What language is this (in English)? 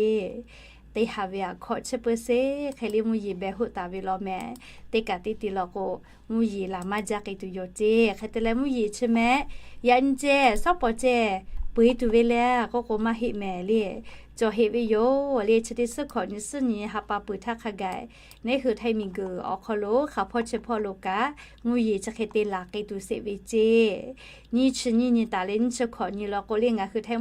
Lahu